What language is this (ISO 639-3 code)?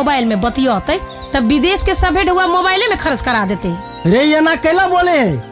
mai